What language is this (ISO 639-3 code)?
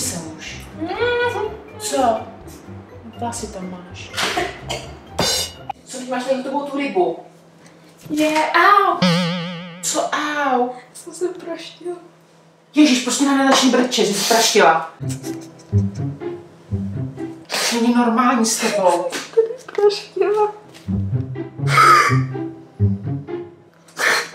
ces